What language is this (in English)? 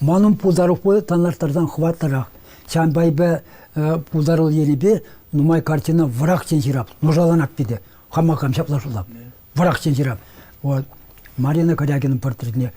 Chuvash